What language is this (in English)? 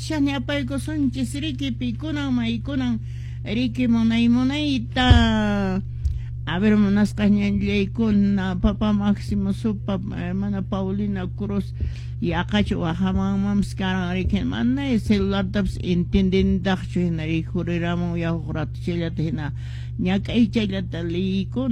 Quechua